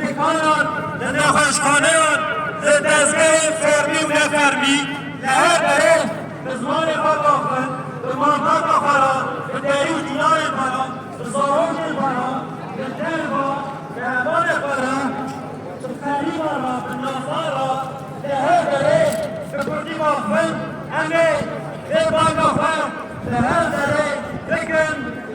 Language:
Kurdish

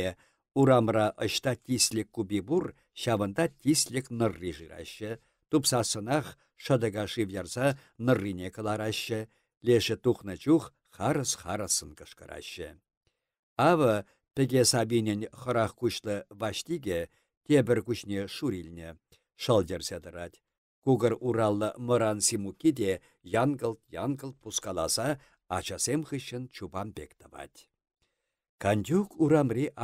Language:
Chuvash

